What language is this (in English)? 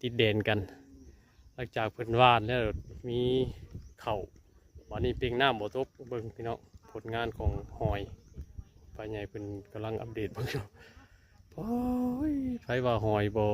Northeastern Thai